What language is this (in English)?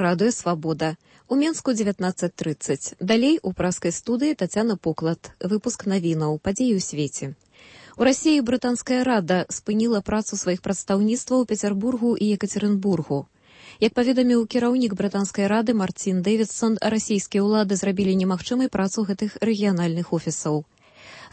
Belarusian